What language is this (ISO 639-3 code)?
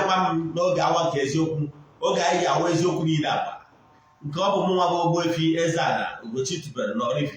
ibo